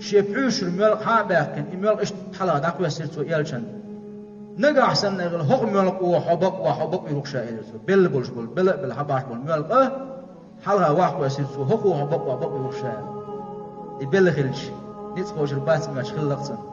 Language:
Chechen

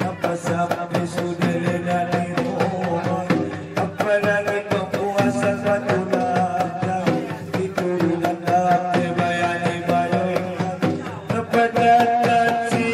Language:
Batak Angkola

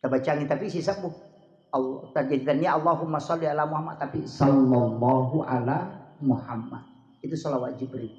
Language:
Buginese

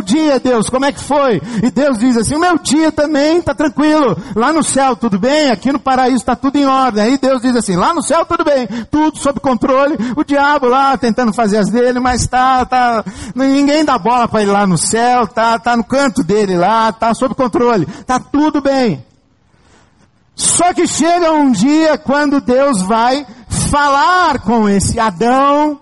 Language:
Portuguese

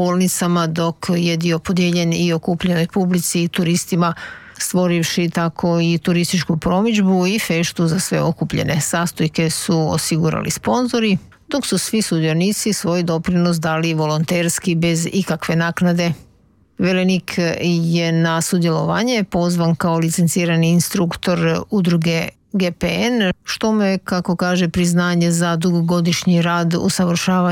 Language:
Croatian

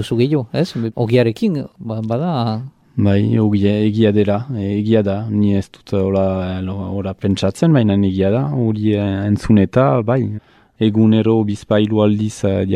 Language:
Basque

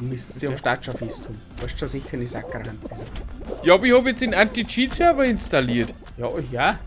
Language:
Bavarian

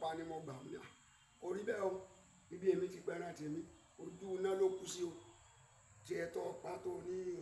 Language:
Yoruba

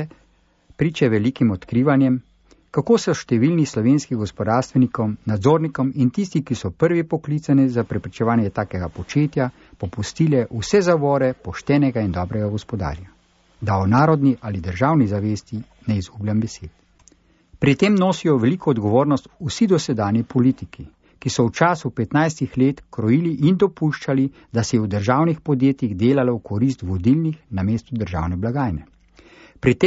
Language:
Slovenian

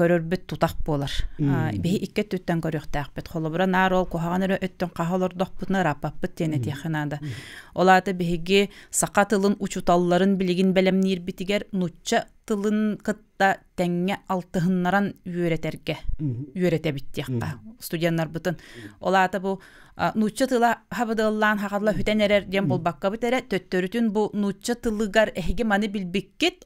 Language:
Yakut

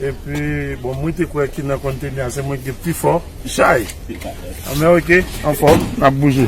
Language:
Haitian Creole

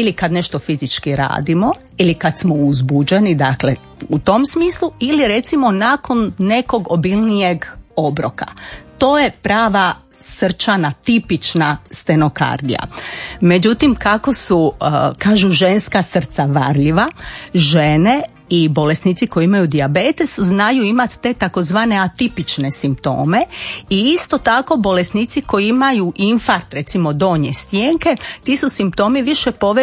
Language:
Croatian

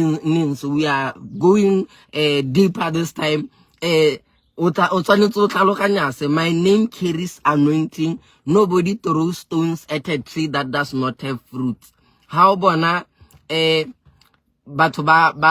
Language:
Southern Sotho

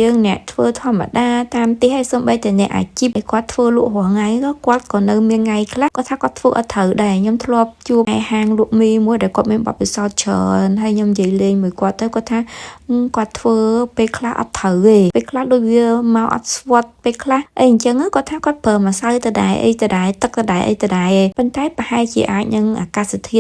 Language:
Khmer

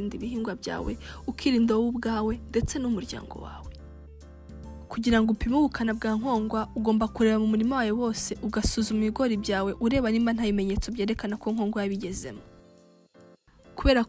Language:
Kinyarwanda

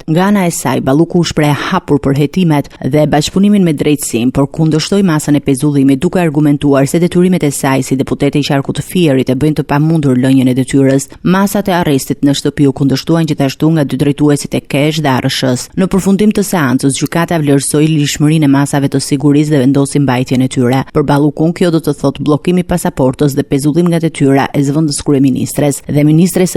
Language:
Albanian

